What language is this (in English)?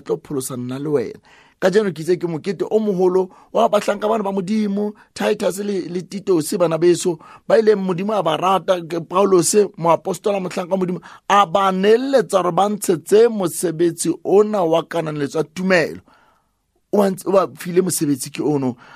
Southern Sotho